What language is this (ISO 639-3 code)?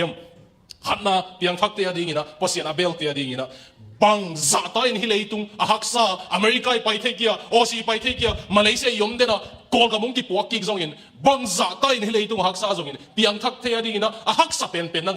ctd